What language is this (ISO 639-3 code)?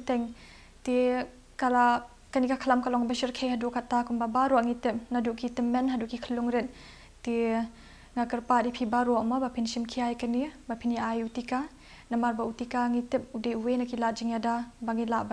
kha